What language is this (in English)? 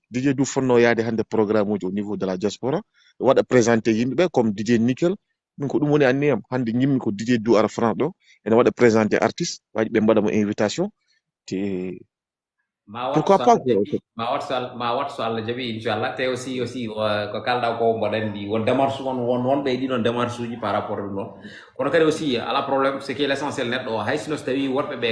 Fula